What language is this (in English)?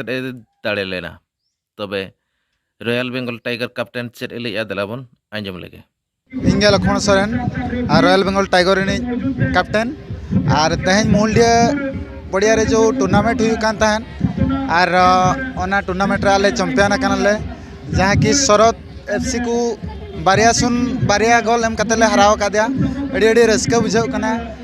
Santali